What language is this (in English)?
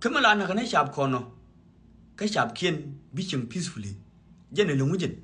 Nuer